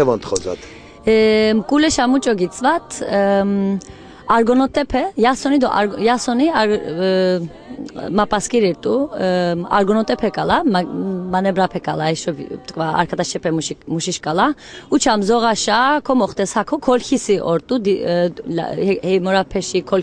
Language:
Laz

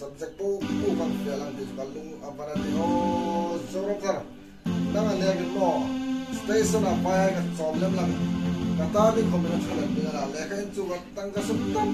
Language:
Hmar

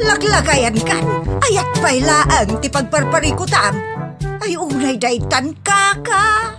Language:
Iloko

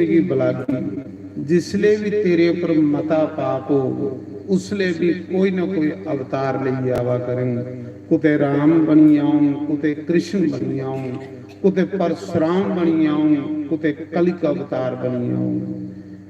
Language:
Dogri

